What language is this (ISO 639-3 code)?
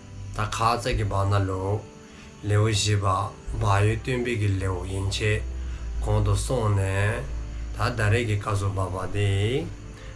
dzo